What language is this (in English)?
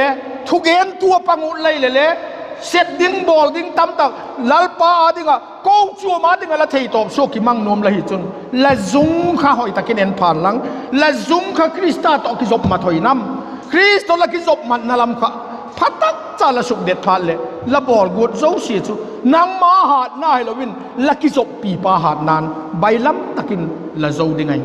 Vaiphei